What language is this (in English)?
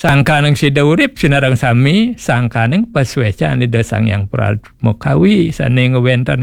Balinese